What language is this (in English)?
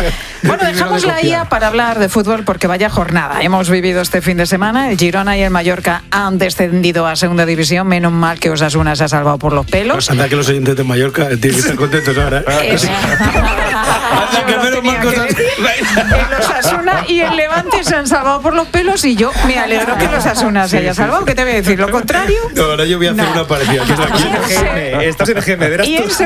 Spanish